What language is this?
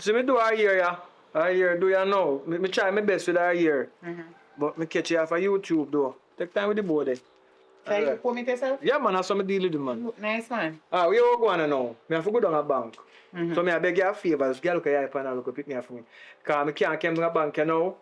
Jamaican Creole English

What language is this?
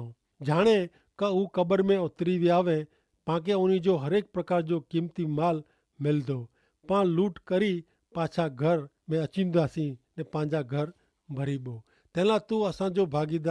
Kachhi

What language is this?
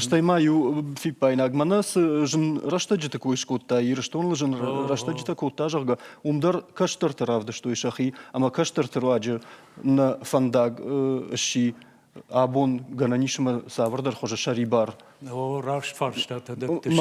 Ossetic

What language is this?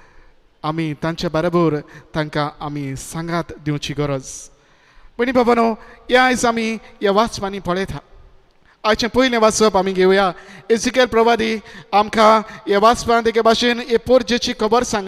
Konkani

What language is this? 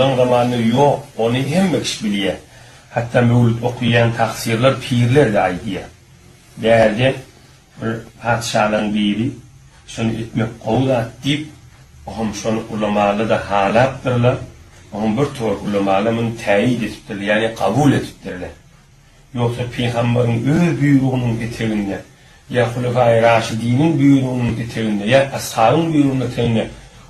Turkmen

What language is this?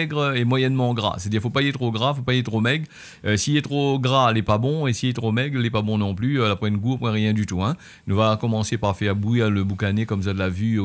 Réunion Creole French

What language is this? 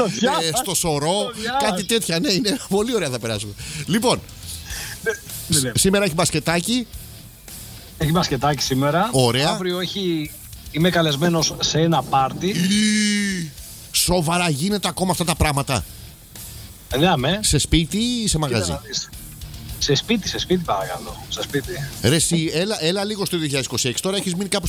Greek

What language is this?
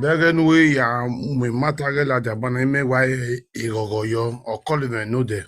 Nigerian Pidgin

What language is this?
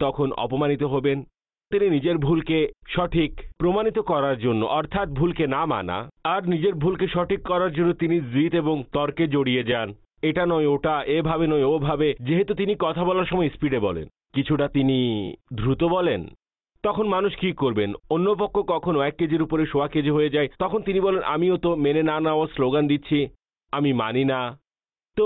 Bangla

